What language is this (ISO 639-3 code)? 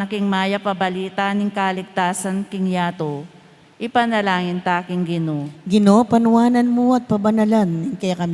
pam